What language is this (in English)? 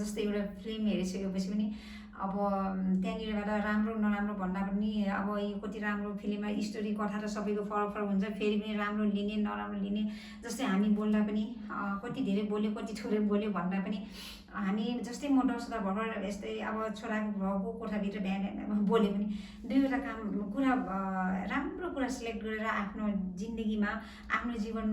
Nepali